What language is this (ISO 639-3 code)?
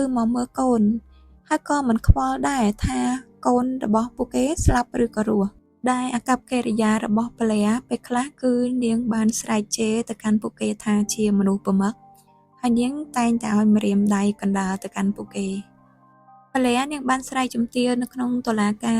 khm